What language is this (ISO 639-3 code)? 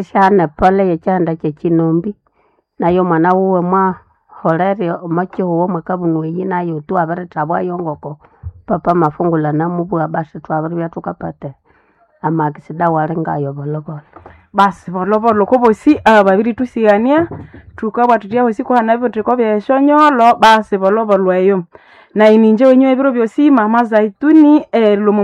nnb